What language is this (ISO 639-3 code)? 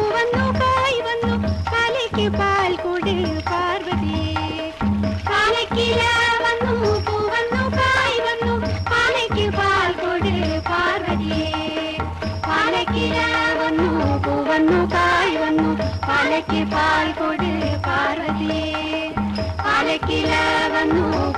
mal